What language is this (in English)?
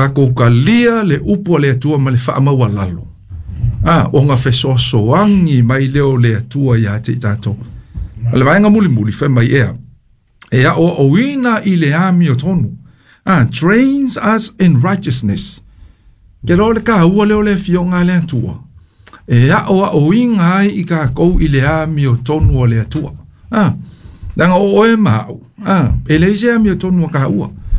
Samoan